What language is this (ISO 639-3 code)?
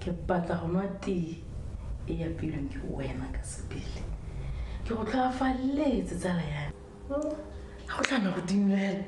tsn